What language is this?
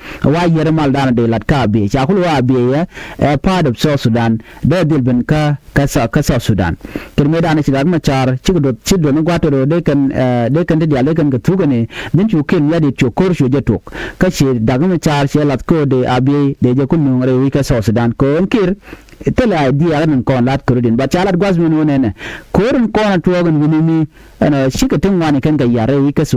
Nuer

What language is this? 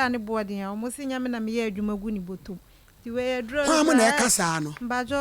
Akan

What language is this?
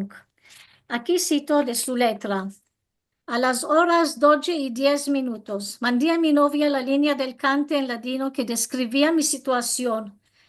Ladino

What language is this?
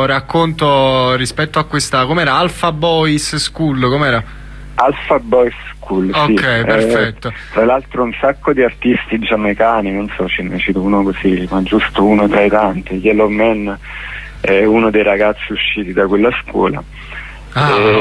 Italian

